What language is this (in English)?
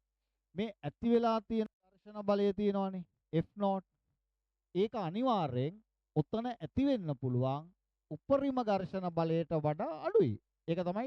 Sinhala